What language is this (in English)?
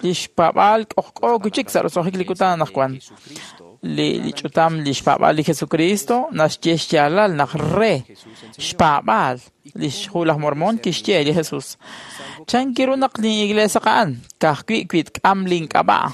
Kekchí